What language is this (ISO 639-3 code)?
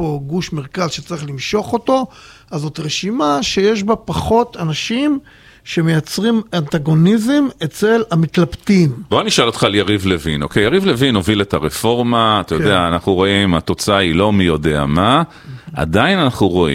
heb